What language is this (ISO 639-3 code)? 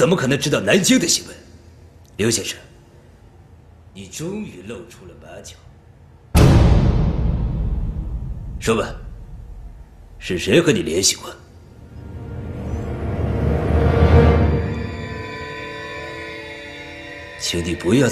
zho